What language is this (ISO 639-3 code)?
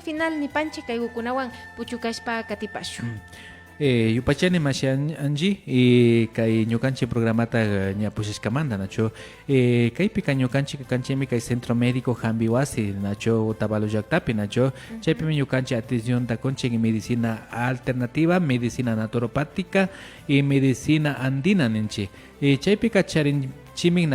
qvi